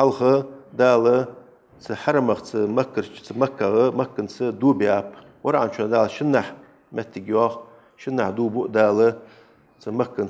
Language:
Ingush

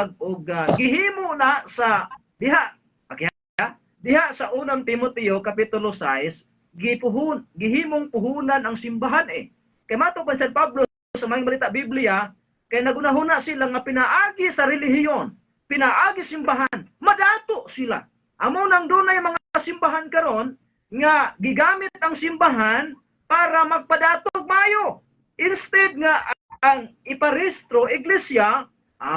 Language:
Cebuano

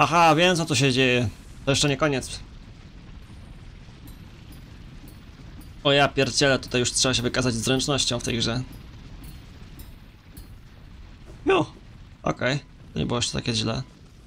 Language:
Polish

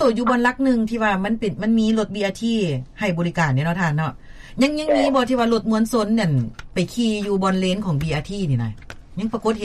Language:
Lao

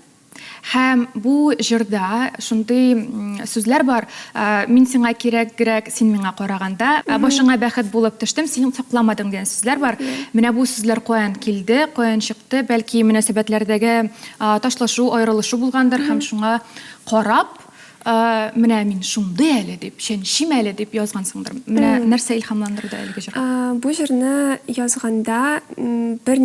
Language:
Tatar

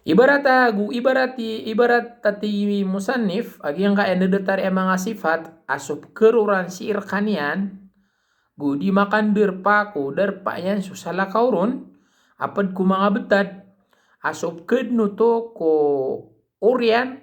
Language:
Maranao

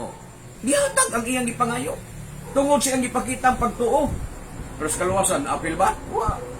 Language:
Cebuano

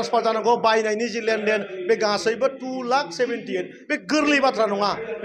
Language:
Bodo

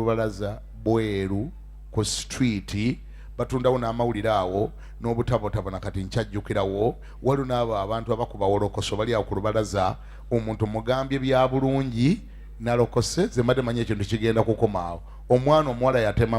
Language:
Ganda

